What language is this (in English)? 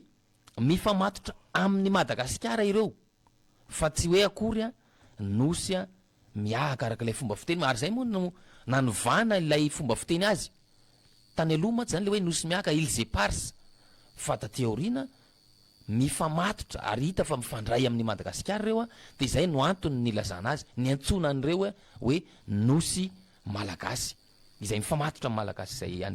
Malagasy